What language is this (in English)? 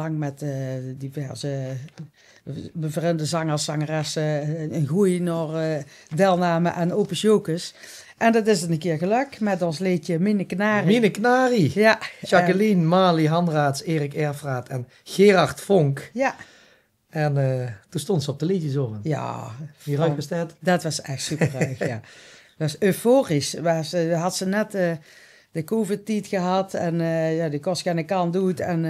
Limburgish